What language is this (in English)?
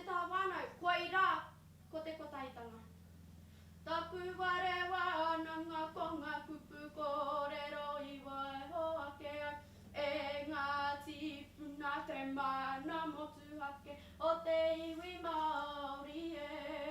Māori